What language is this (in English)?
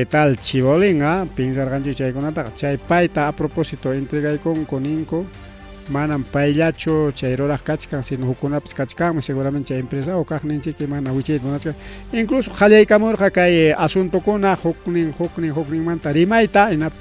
Ayacucho Quechua